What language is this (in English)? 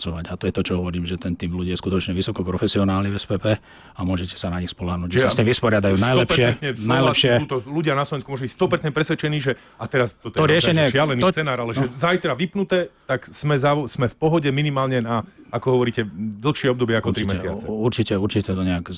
Slovak